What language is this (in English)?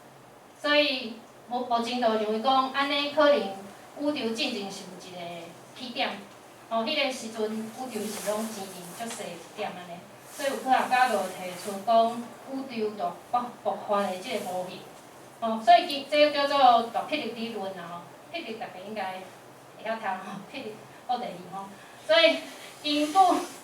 Min Nan Chinese